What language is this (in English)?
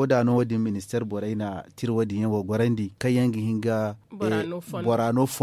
Zarma